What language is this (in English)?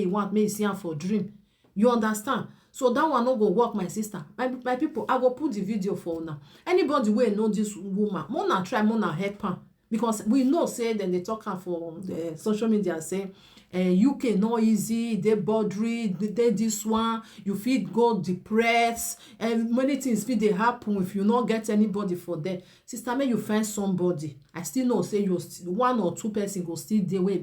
Nigerian Pidgin